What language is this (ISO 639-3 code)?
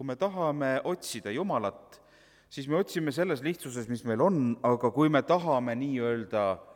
est